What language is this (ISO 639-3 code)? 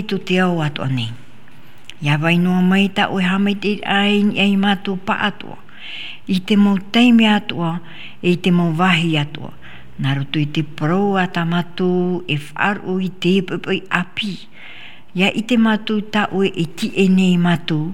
tah